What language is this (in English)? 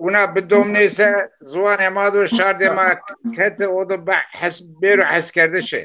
Zaza